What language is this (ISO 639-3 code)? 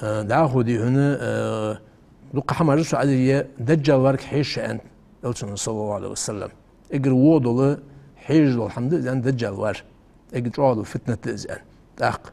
inh